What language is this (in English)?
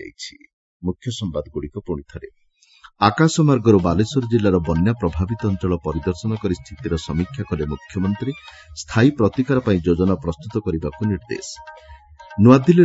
Odia